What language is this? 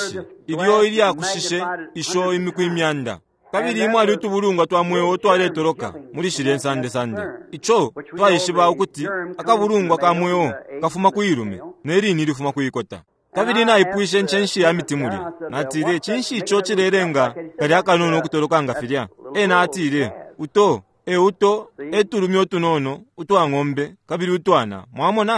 Bemba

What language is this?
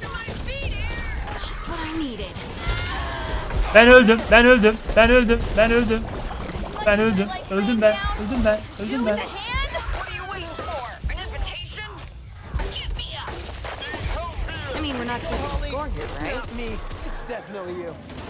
Turkish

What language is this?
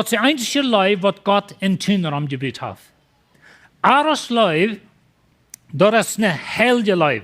Plautdietsch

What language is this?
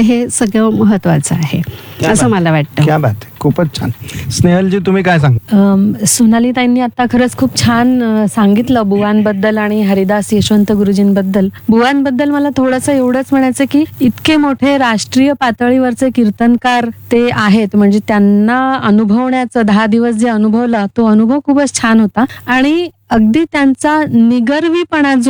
Marathi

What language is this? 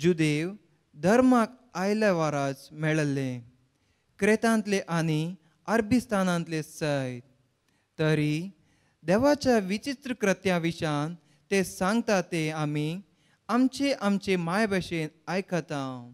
Konkani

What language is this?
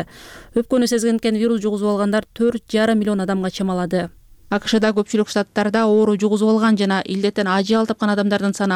Kyrgyz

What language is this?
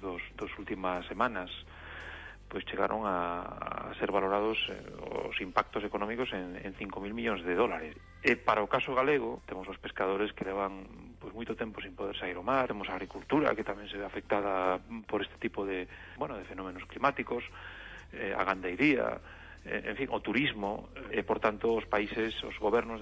Galician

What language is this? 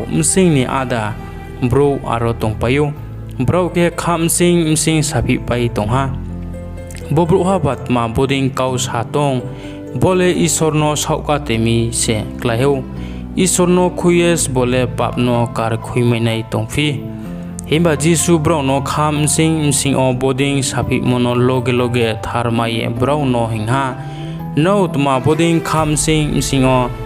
Riang (India)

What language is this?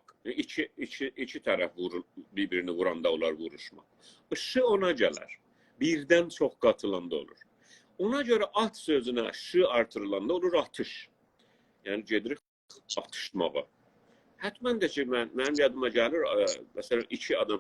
South Azerbaijani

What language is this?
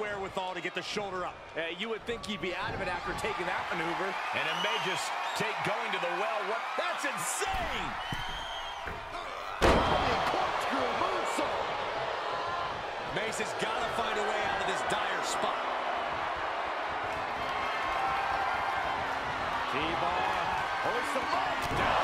English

